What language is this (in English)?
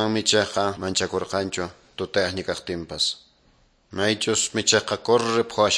Quechua